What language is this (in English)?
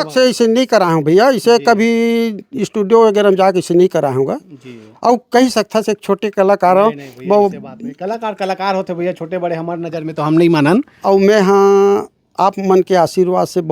Chhattisgarhi